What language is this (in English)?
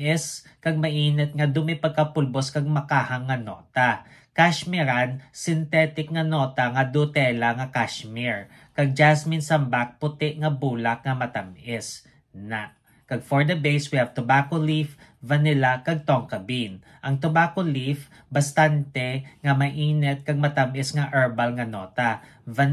Hiligaynon